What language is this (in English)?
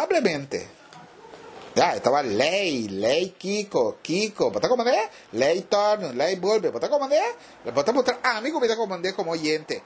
Papiamento